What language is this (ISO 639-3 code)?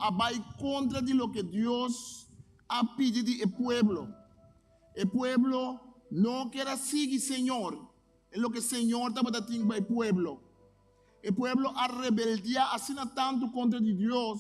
pap